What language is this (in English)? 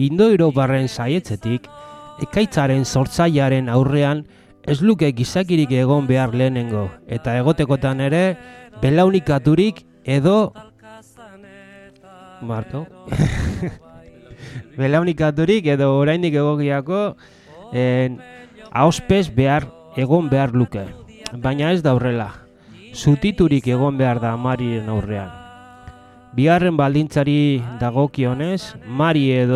Basque